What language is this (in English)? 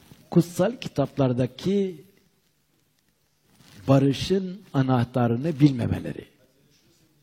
Turkish